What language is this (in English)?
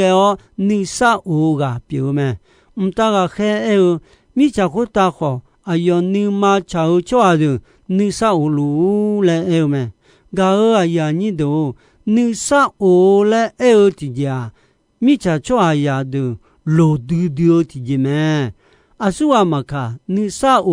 Akha